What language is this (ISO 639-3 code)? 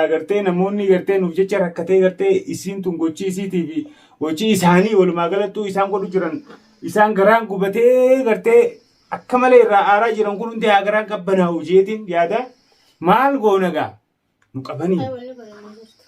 orm